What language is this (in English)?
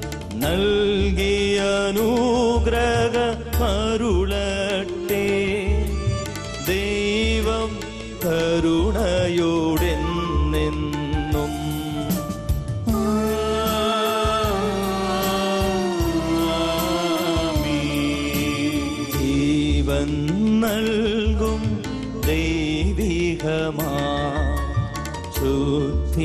Malayalam